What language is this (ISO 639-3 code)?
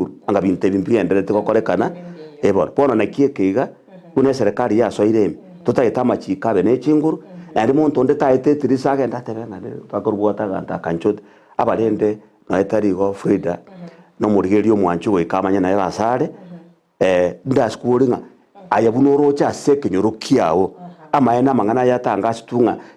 guz